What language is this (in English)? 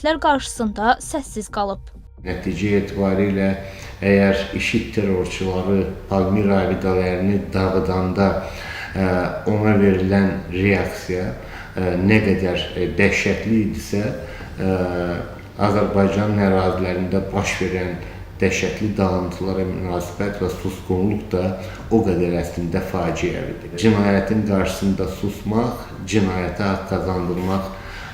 Azerbaijani